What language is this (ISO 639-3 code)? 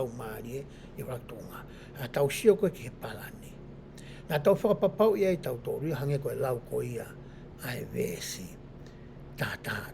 ton